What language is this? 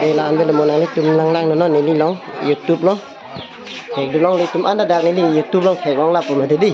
Karbi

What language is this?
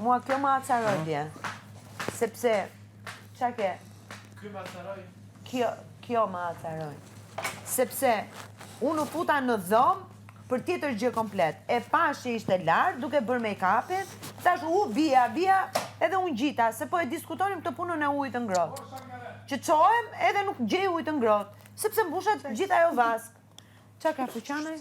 Albanian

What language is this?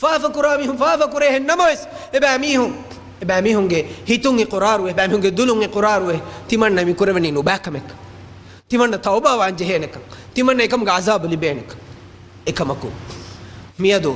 Divehi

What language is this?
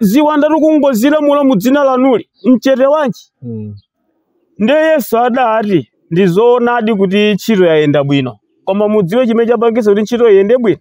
Nyanja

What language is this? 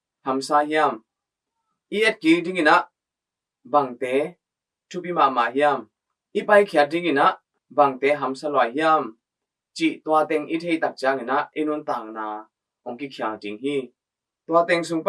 Tedim Chin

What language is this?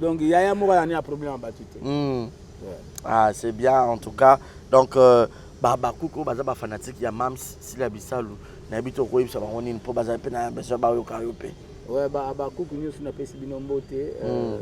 Lingala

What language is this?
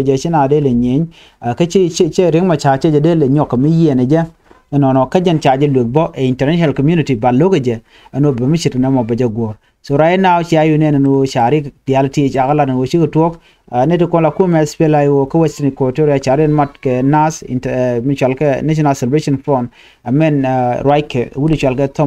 Nuer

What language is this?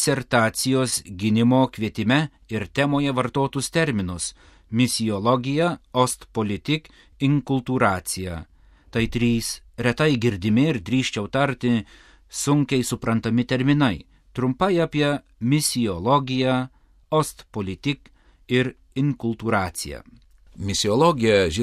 Lithuanian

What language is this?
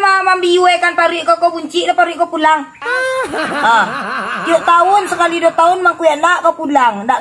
Minangkabau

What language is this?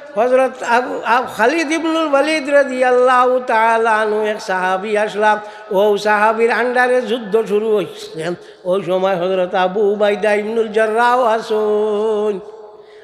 Sylheti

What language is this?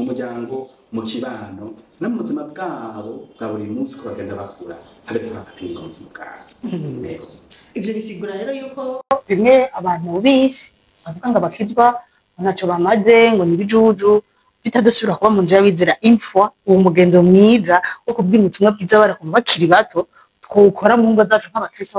Rundi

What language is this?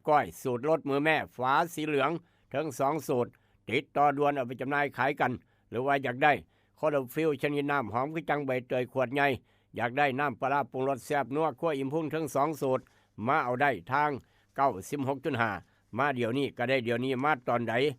Northeastern Thai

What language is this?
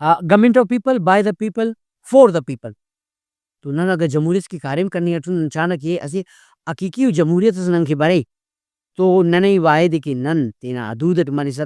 Brahui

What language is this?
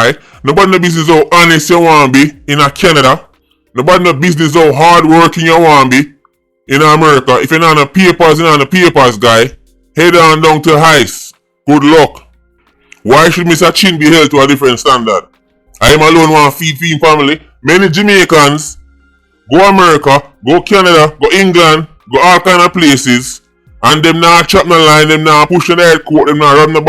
Jamaican Creole English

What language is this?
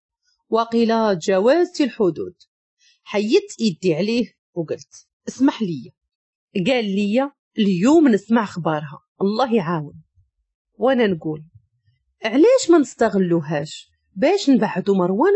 Moroccan Arabic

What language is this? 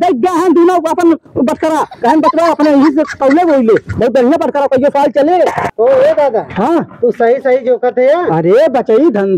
Awadhi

